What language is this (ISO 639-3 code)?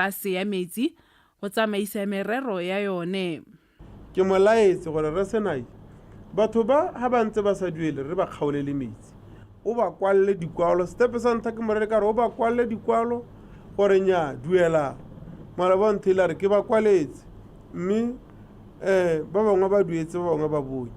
tsn